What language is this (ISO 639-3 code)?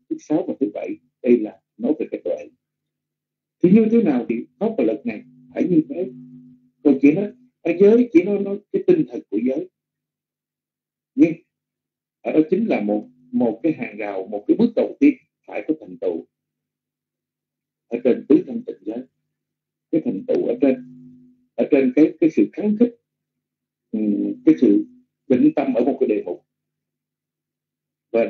vie